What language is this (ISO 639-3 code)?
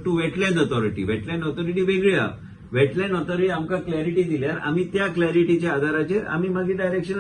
kok